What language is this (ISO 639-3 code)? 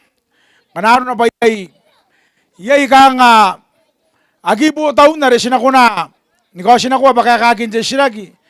gil